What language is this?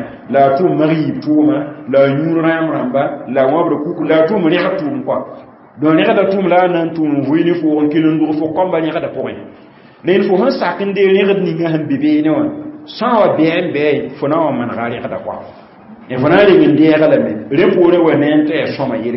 Mossi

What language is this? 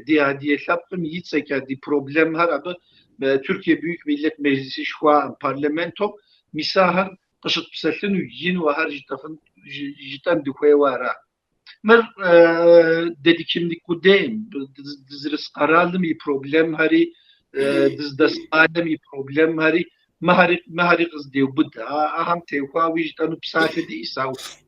Kabardian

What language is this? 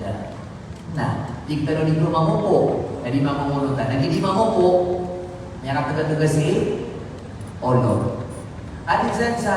Maranao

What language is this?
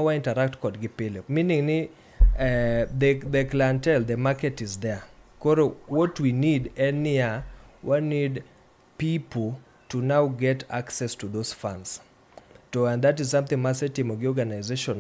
Luo (Kenya and Tanzania)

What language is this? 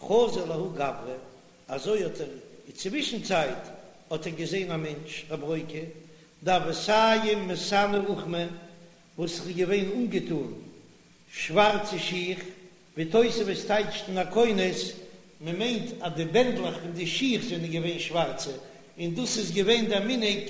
Yiddish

